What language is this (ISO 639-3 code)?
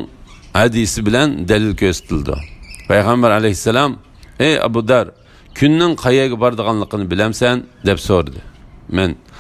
uig